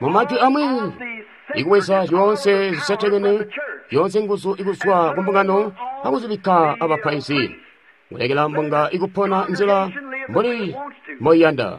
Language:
Tonga (Zambia)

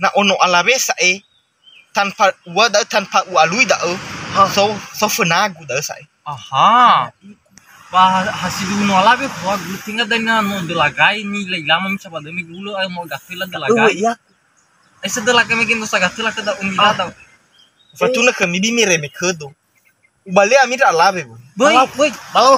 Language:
Nias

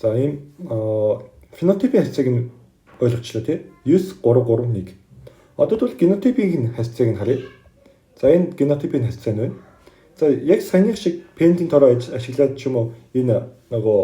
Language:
Mongolian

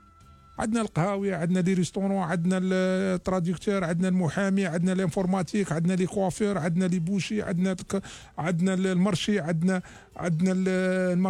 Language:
Algerian Arabic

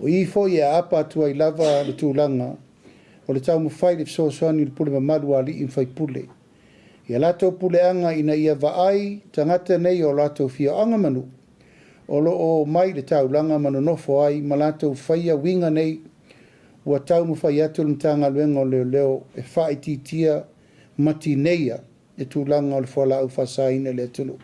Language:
Samoan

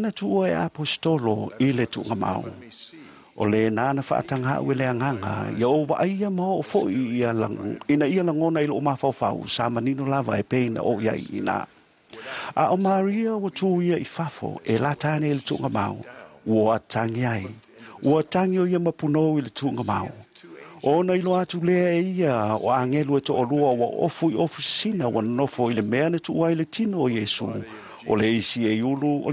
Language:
Samoan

